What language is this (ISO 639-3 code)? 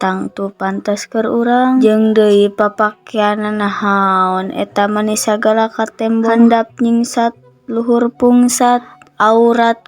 sun